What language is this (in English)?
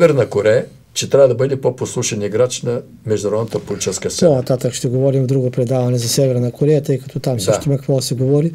Bulgarian